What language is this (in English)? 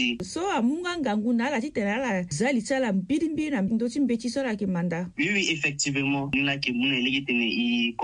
Sango